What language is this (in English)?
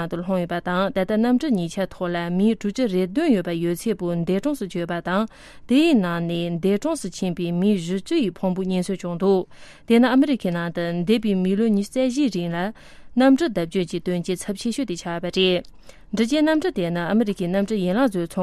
Tibetan